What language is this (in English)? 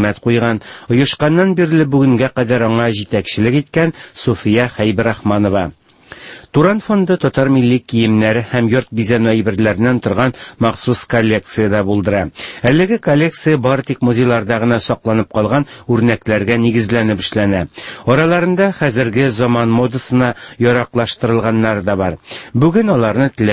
Tatar